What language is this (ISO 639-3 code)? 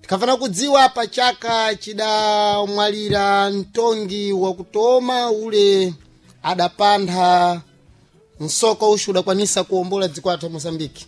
seh